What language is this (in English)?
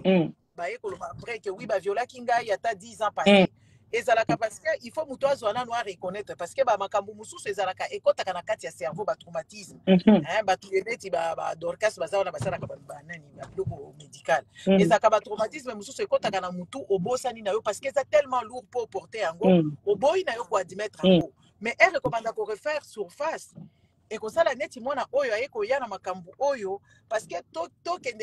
Lingala